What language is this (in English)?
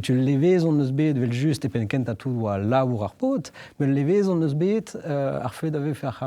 Breton